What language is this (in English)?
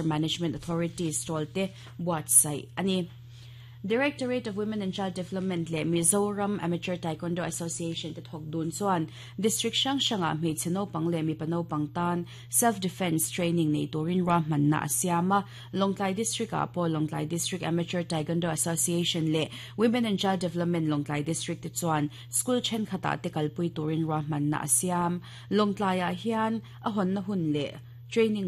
Mizo